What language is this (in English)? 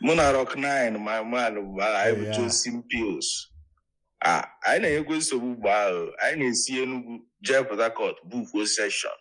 Igbo